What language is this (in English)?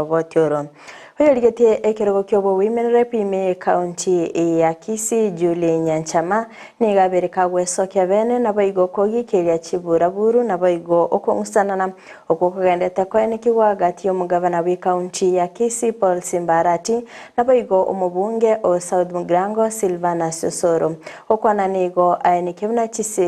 Gusii